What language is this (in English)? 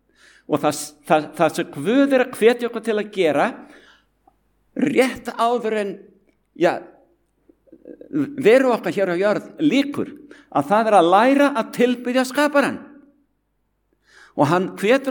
Icelandic